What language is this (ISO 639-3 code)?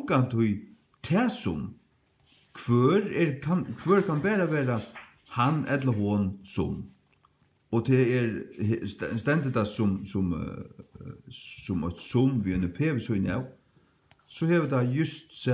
fao